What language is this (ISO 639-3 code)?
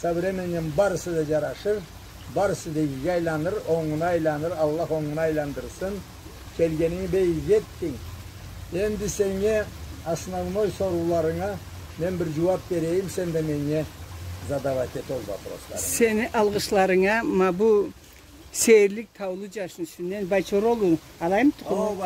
krc